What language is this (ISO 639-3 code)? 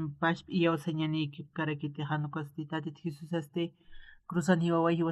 aym